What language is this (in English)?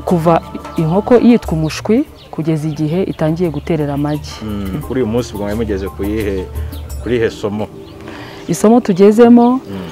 Kinyarwanda